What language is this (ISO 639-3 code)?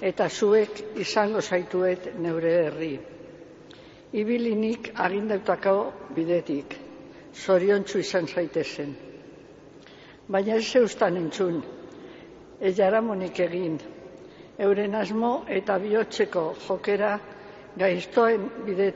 eus